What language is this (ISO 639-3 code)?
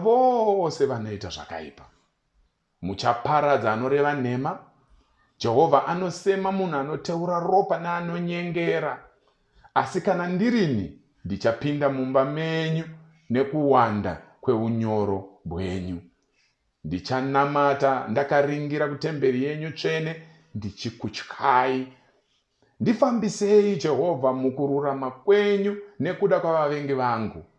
sna